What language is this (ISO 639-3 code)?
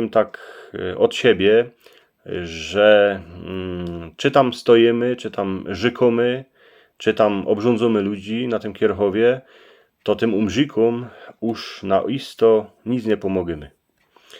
szl